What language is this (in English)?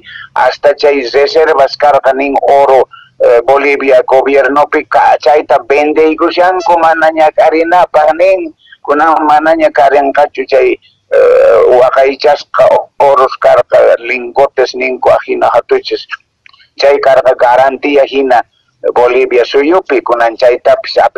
Quechua